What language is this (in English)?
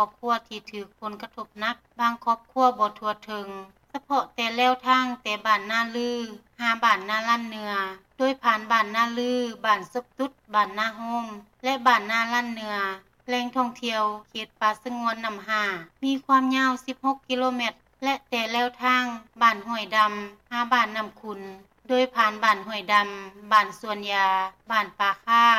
Lao